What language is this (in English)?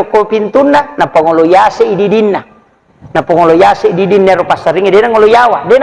Buginese